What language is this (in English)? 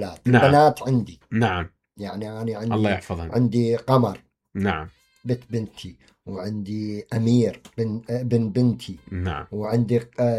Mesopotamian Arabic